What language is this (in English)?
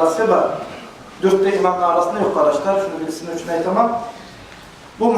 Kumyk